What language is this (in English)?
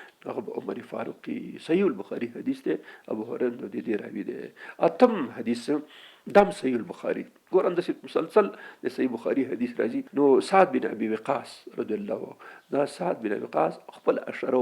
Pashto